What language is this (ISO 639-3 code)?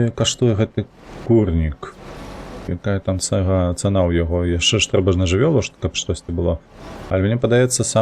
bel